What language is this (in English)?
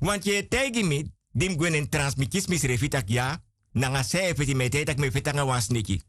Sranan Tongo